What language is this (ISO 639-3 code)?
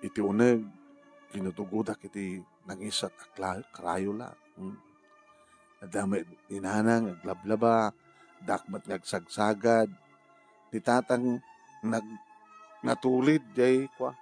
ilo